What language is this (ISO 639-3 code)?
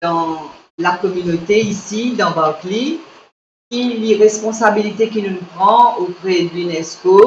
mfe